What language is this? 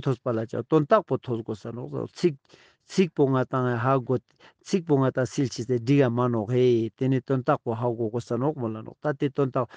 Ladakhi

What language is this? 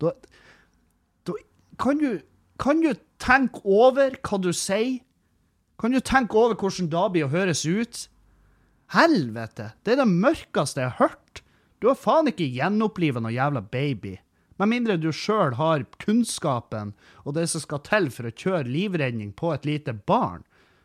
Norwegian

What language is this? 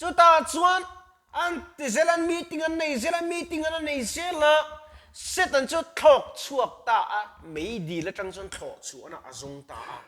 Mizo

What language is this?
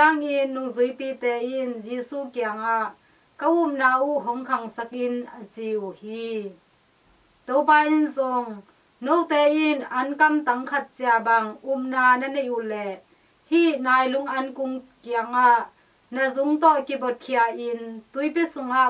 Tedim Chin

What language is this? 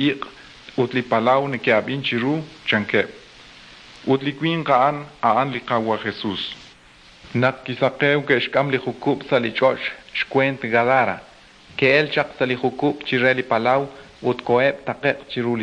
Kekchí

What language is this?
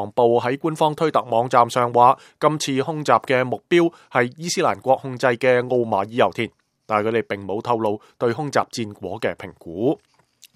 Cantonese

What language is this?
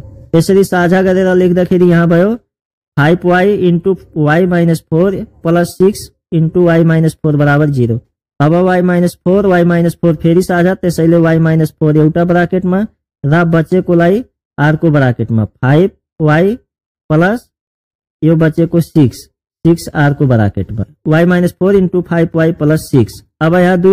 Nepali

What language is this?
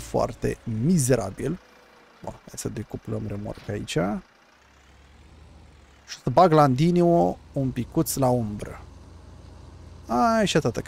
Romanian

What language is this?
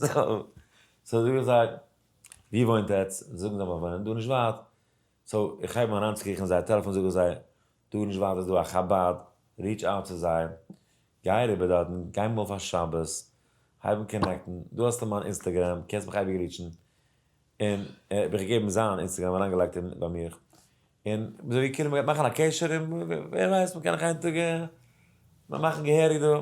Yiddish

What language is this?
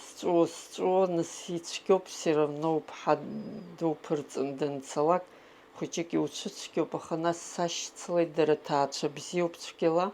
Abkhazian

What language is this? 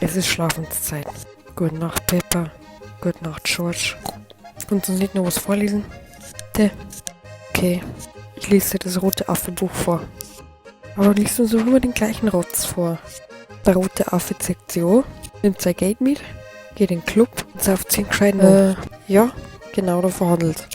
Bavarian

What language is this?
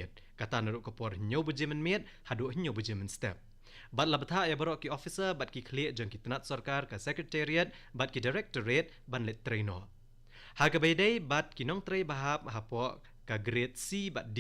Khasi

